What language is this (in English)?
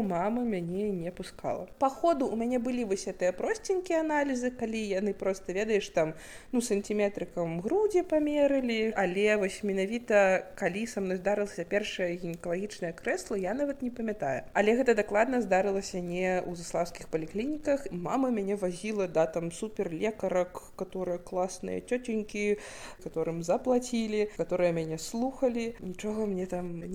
Belarusian